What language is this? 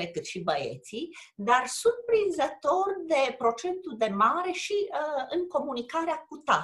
Romanian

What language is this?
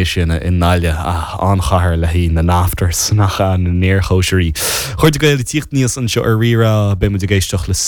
Irish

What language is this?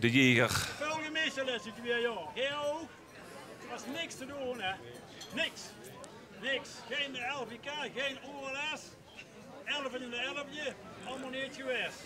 Limburgish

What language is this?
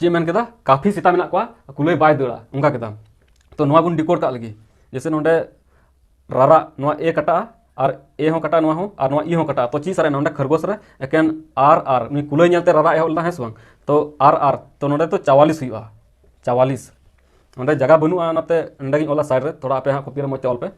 Santali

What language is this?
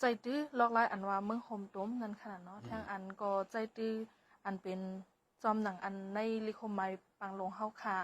Shan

